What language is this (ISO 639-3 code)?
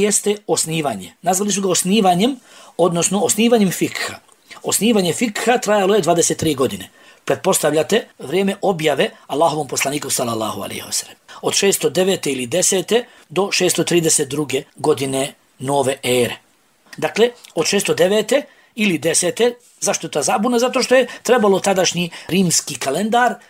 bos